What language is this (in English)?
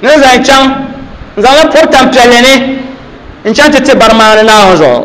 Dagbani